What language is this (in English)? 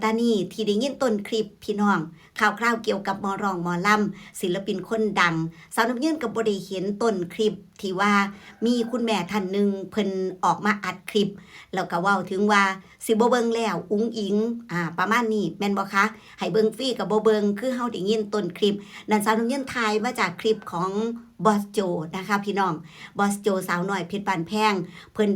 Northeastern Thai